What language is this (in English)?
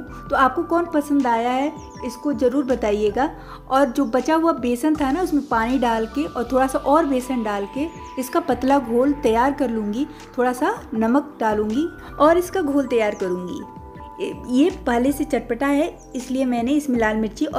Hindi